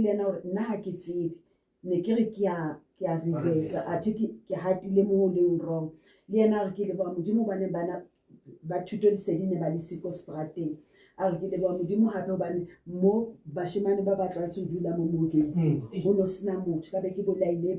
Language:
Southern Sotho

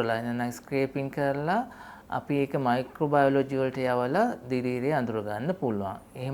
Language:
Sinhala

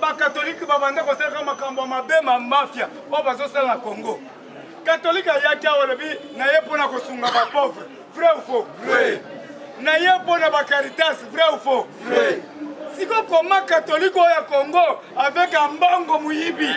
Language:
Lingala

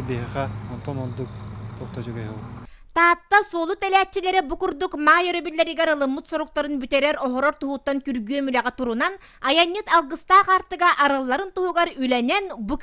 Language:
Yakut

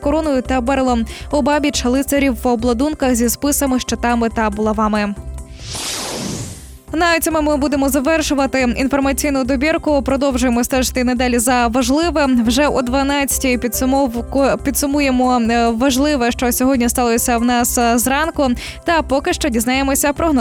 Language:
Ukrainian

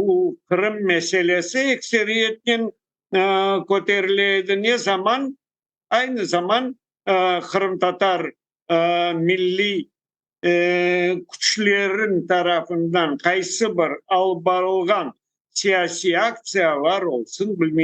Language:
Crimean Tatar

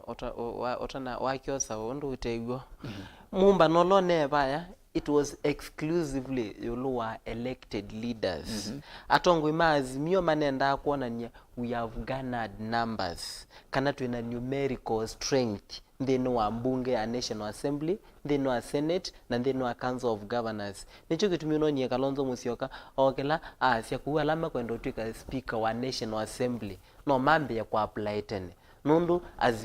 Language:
Kamba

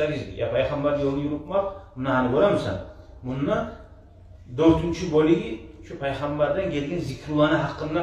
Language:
Kumyk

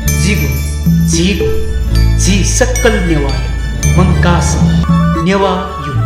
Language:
Newari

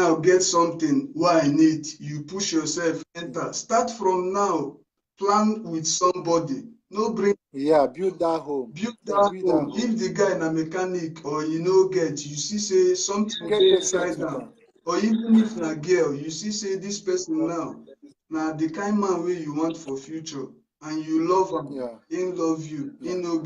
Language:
Nigerian Pidgin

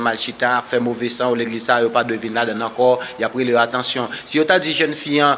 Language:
Haitian Creole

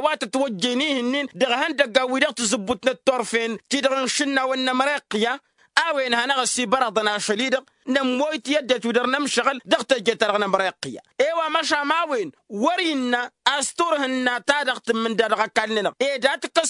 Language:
Tamasheq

